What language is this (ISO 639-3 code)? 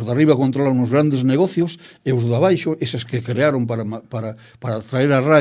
glg